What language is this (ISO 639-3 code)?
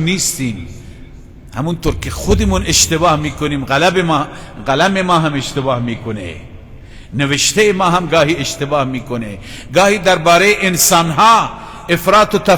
fas